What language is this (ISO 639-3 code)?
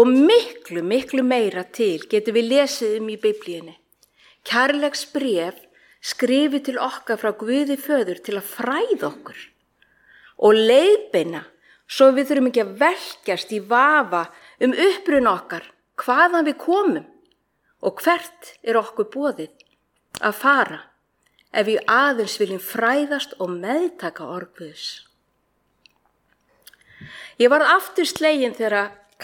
isl